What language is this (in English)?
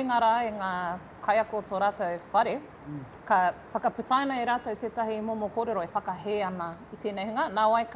Māori